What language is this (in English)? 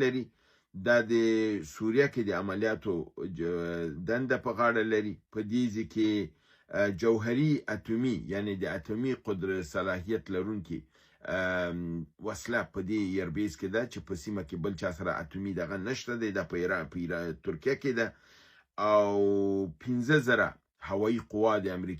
Pashto